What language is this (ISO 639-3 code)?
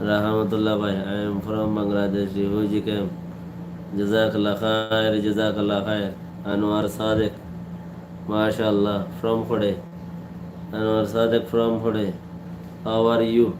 rhg